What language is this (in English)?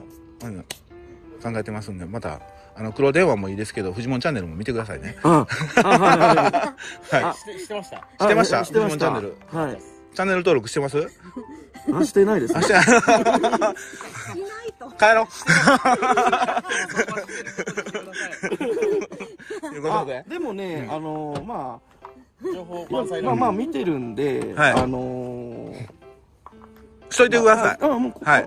Japanese